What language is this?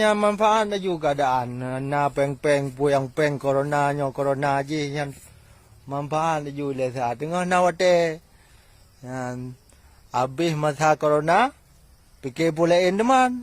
Achinese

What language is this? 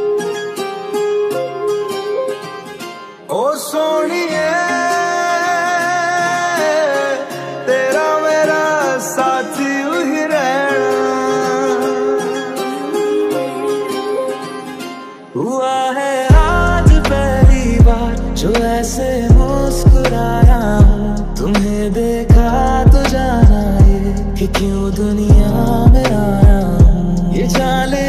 Hindi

